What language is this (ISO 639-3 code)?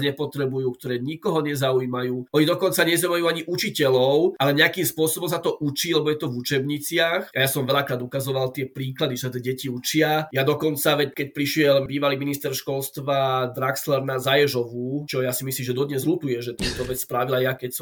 slk